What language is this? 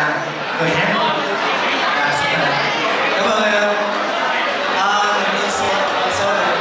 Vietnamese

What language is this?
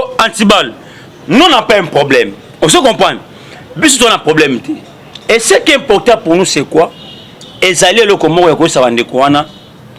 Lingala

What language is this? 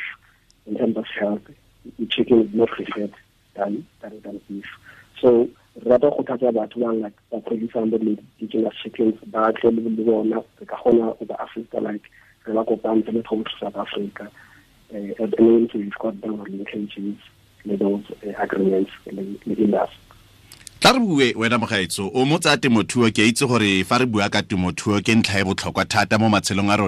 Tswana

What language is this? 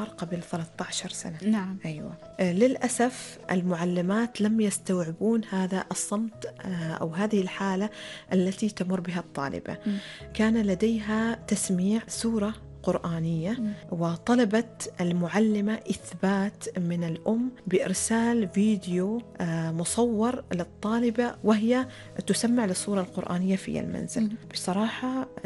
Arabic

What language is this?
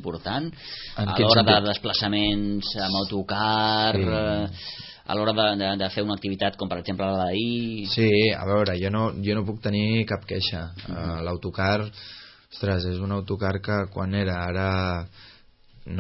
Catalan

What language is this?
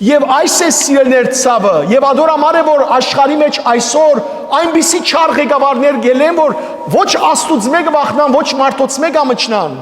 Western Armenian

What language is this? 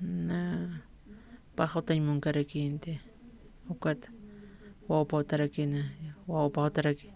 Aymara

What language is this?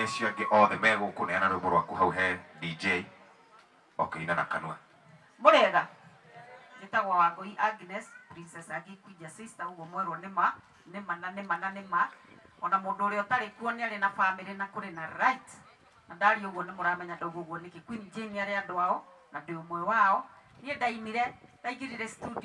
Kikuyu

